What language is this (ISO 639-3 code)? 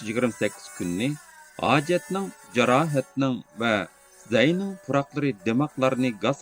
uig